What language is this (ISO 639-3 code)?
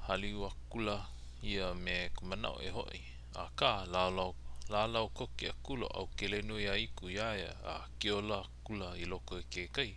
haw